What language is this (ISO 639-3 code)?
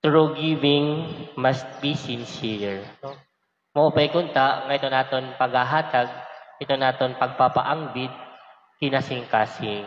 war